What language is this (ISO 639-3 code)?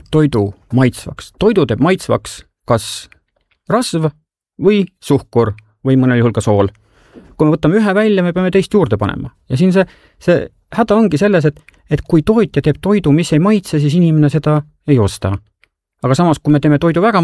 est